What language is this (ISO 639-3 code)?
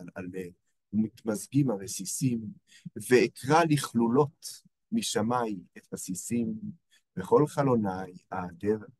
heb